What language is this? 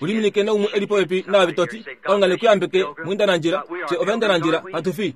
Kuanyama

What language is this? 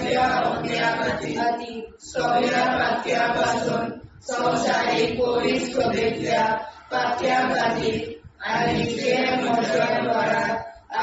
Konkani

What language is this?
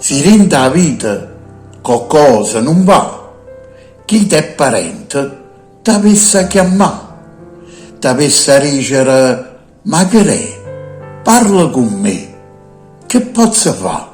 Neapolitan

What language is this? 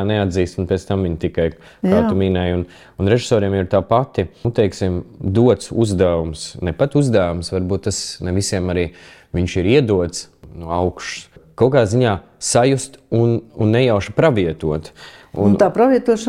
Latvian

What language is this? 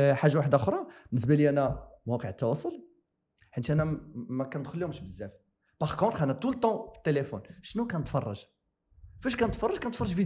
Moroccan Arabic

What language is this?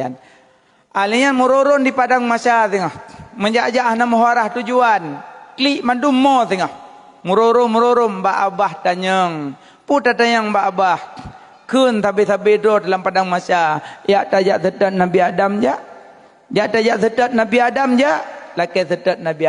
Achinese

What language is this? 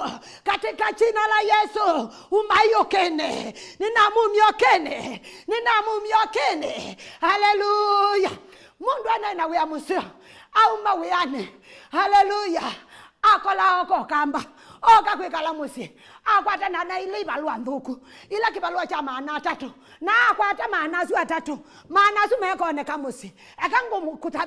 Kamba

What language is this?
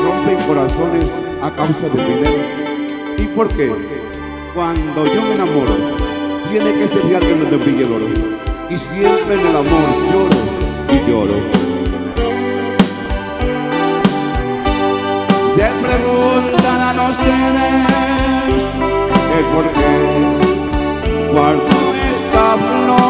Spanish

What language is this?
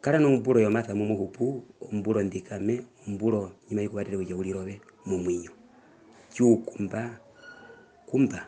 Herero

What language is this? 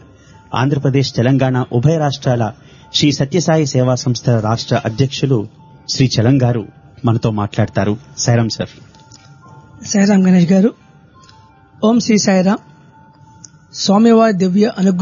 Telugu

